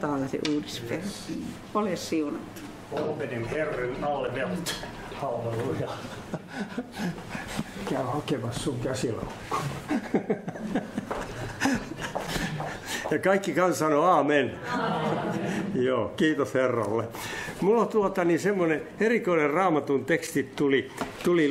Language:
Finnish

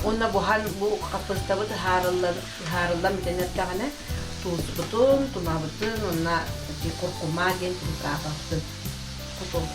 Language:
Yakut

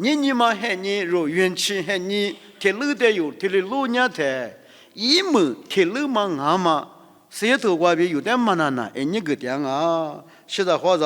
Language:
Lisu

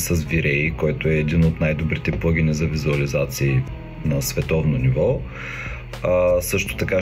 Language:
Bulgarian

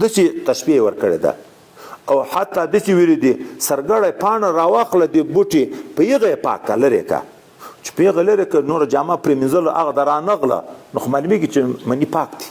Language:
Pashto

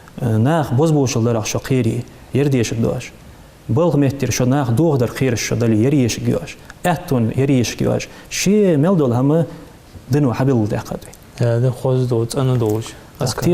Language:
Ingush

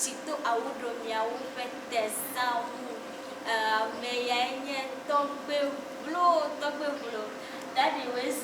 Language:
Ewe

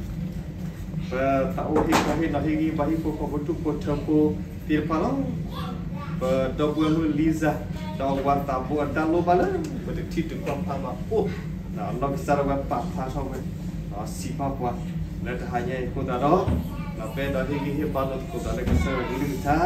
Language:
S'gaw Karen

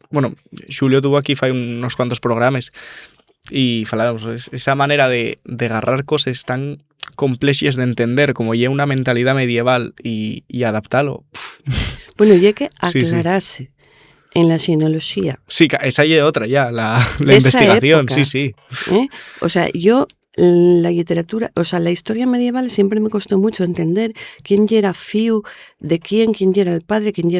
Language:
Asturian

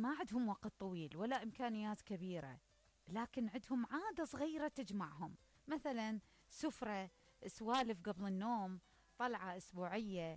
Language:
Mesopotamian Arabic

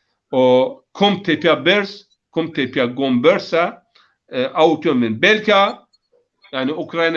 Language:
Zaza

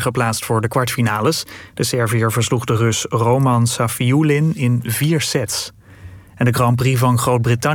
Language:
Dutch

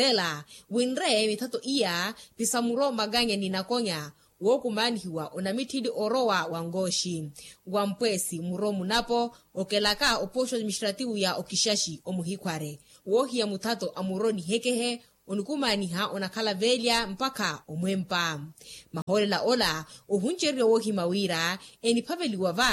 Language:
Makhuwa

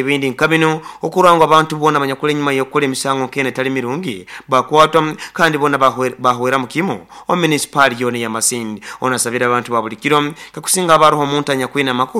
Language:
Nyoro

